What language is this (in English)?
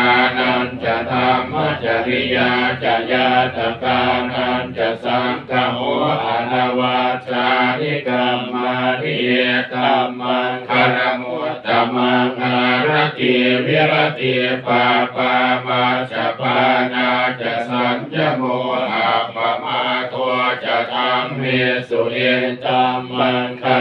Pali